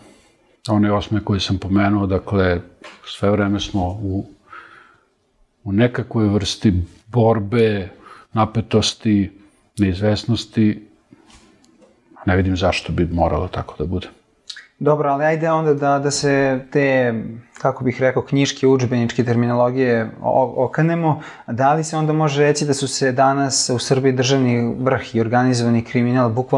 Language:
Serbian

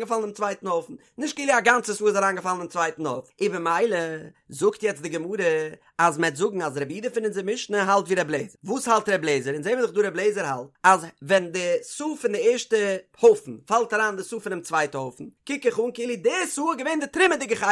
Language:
Yiddish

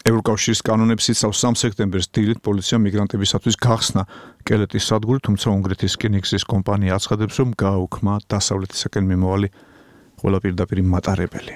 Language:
Georgian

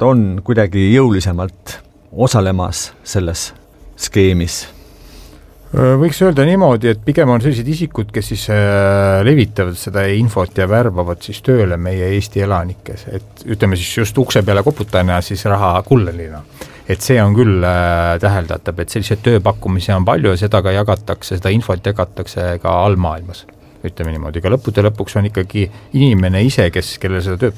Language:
Estonian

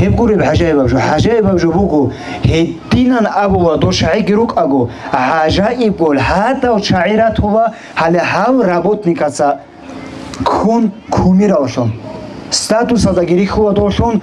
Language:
Avaric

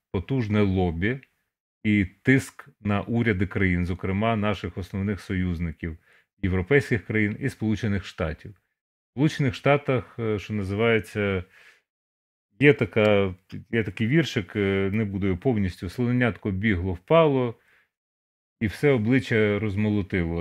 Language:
Ukrainian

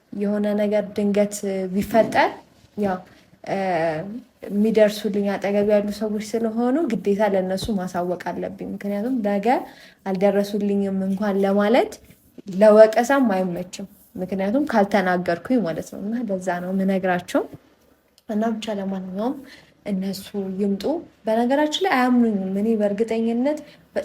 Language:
Amharic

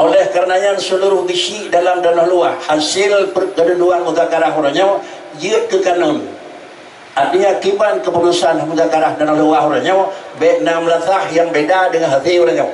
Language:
Achinese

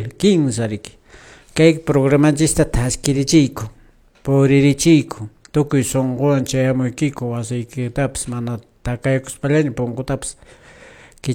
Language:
Quechua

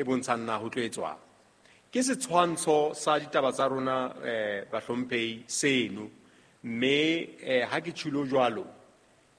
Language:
Southern Sotho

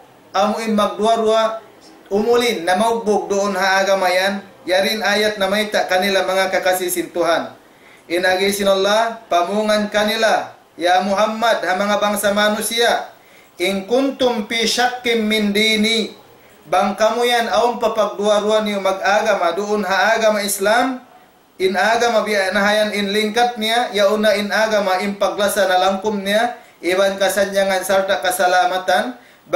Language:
Tausug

